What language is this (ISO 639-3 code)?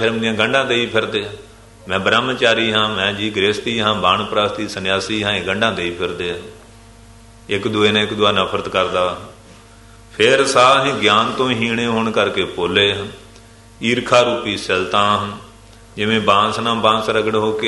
pan